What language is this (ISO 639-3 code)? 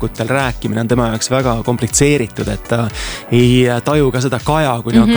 est